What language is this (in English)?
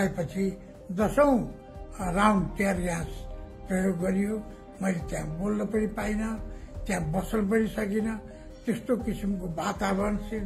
Nepali